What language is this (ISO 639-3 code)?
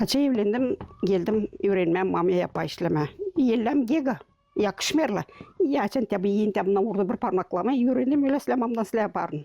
gag